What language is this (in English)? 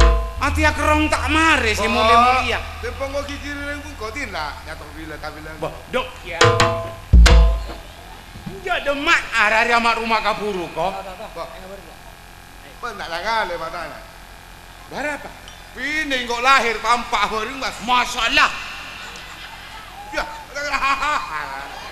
Indonesian